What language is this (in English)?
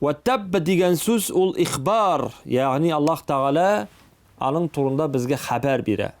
Tatar